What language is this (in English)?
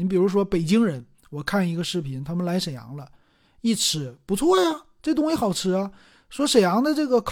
Chinese